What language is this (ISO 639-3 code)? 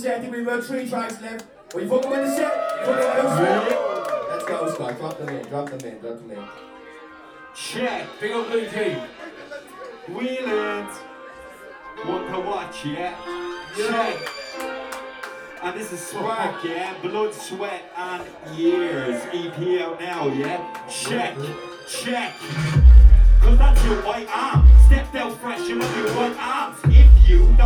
eng